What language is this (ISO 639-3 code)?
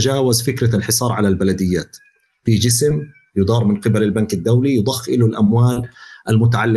apc